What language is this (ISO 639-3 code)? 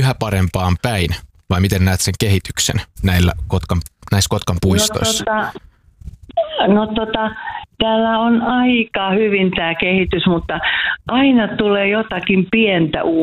fin